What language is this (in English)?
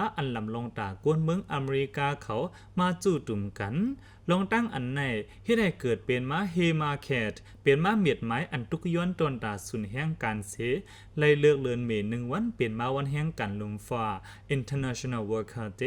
Lao